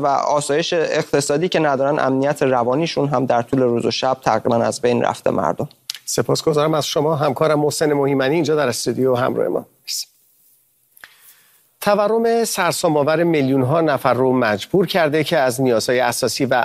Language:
Persian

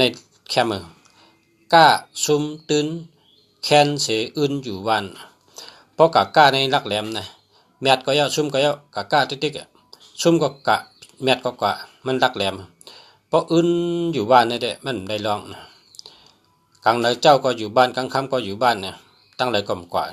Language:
Shan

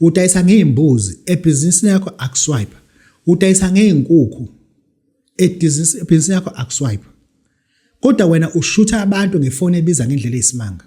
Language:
Zulu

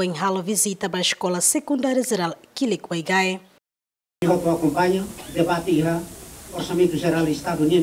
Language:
Tetum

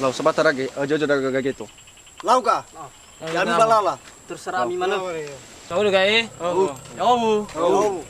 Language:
Nias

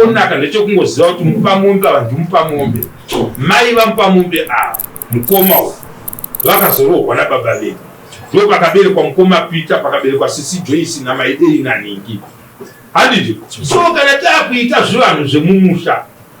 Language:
Shona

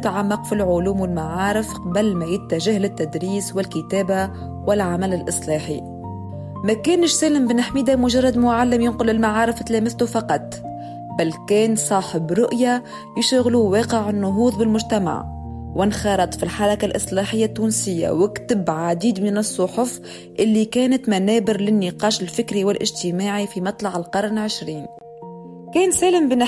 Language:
Tunisian Arabic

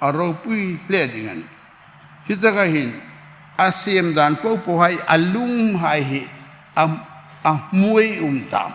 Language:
Hmar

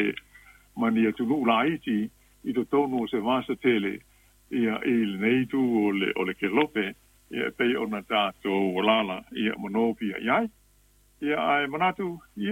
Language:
Samoan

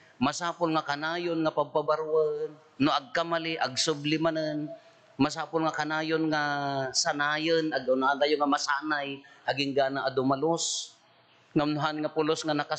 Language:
Iloko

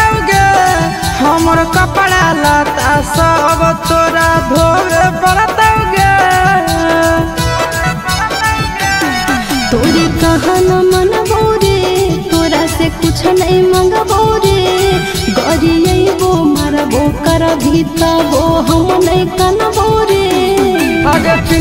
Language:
Magahi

